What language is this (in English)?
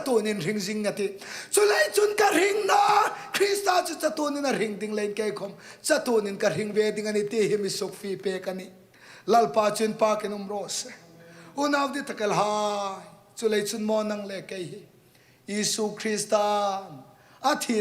Hmar